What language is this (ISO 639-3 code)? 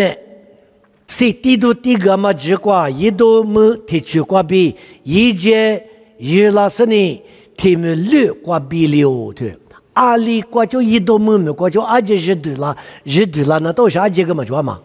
lis